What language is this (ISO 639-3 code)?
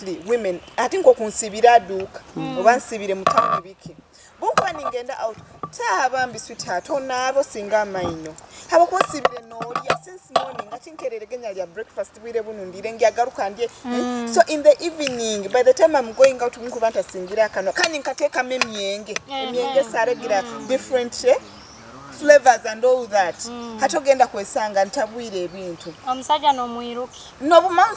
nyo